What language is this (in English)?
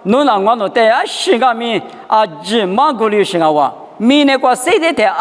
Lisu